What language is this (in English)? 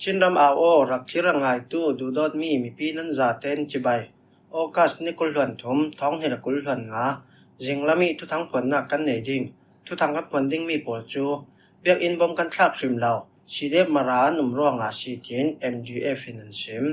Falam Chin